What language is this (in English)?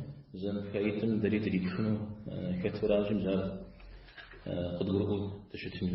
Kabardian